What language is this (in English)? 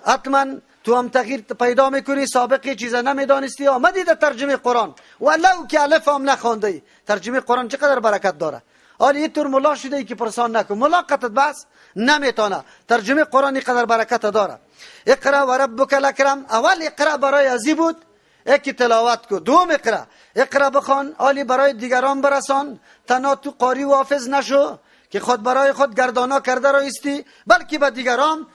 Persian